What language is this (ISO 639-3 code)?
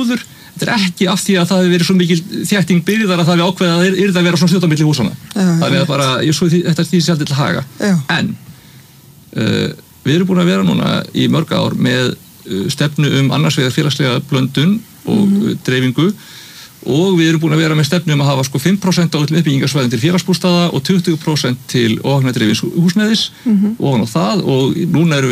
isl